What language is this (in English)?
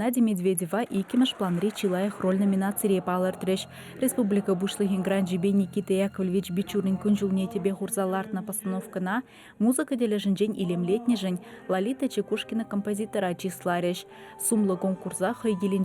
Chuvash